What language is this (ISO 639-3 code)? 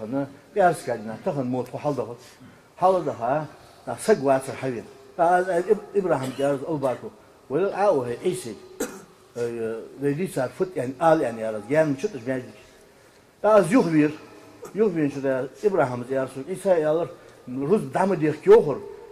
inh